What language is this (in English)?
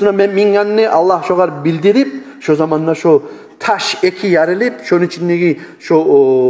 Kumyk